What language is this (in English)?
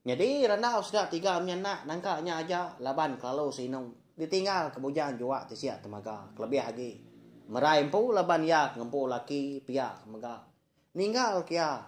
Iban